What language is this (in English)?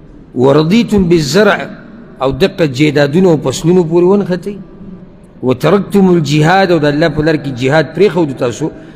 Pashto